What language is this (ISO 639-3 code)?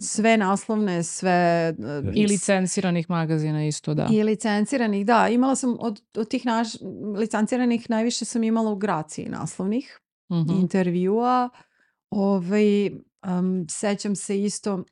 srp